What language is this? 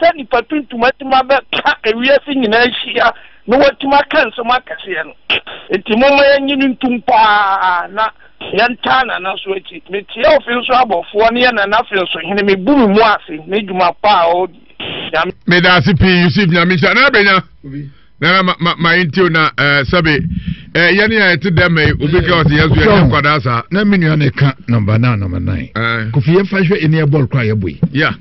Akan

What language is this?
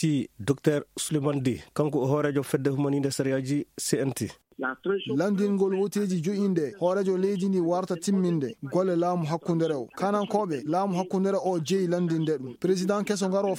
Fula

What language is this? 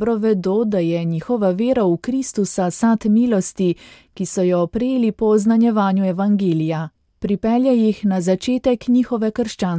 Slovenian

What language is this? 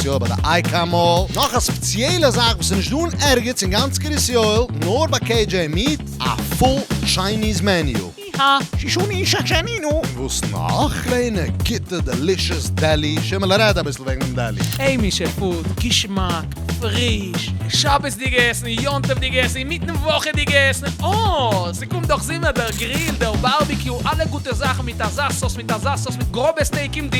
Yiddish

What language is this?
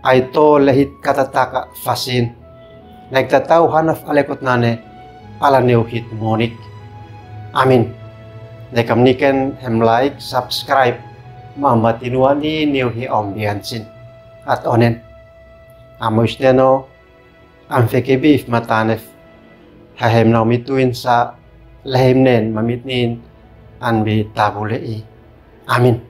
Uab Meto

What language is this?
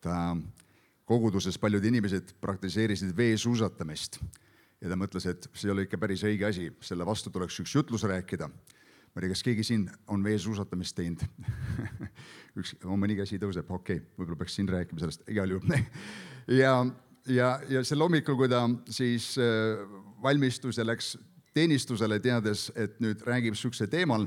Estonian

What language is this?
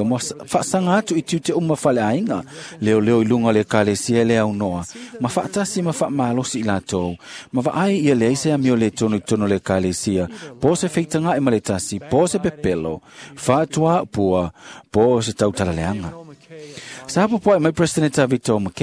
Samoan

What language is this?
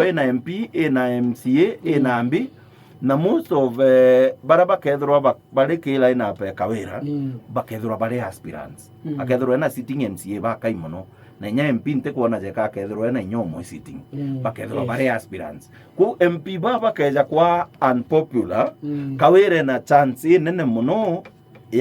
Meru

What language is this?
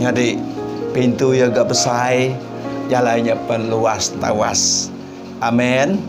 Iban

